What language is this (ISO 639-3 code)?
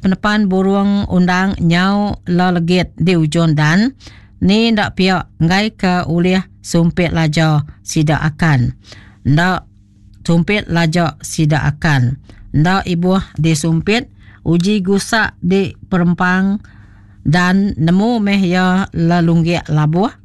iba